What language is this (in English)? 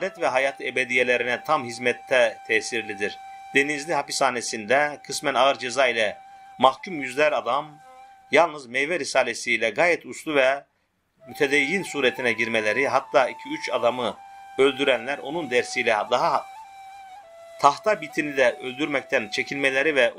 Turkish